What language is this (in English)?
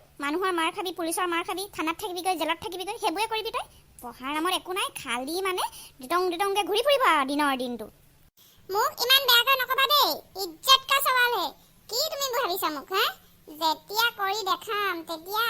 Assamese